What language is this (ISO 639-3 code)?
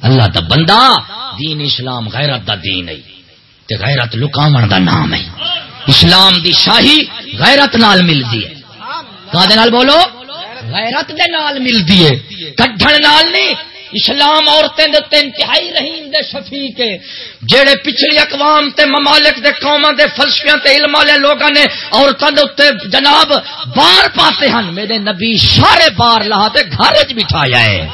skr